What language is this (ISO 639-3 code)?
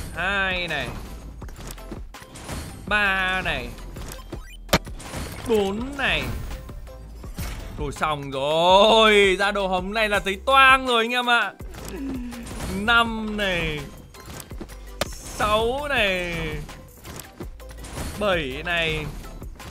vie